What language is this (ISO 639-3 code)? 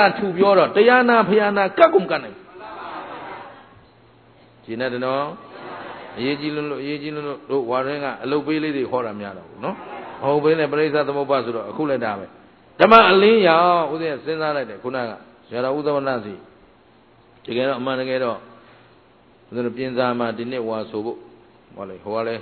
mya